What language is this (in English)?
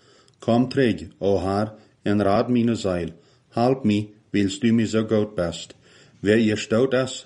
Plautdietsch